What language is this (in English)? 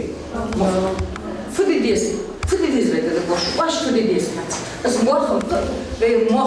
Ingush